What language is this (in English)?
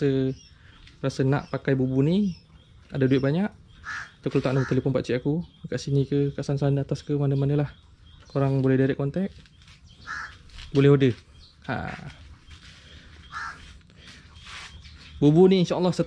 Malay